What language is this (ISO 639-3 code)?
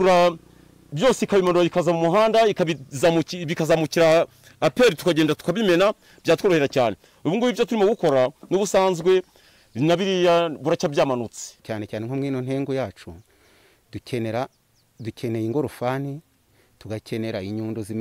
kin